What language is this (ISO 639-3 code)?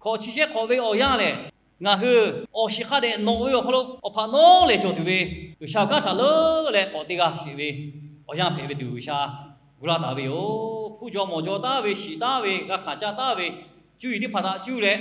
lhu